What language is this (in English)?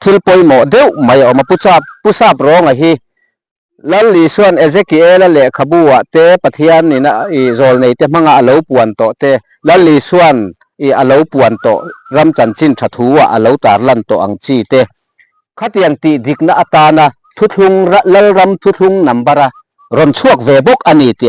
Mizo